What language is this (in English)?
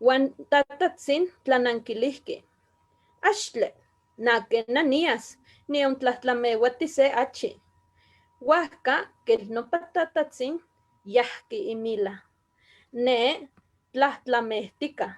Eastern Huasteca Nahuatl